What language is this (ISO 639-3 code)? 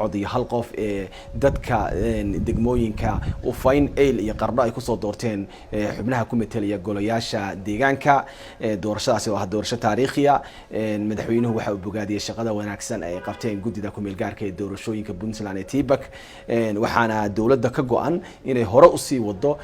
som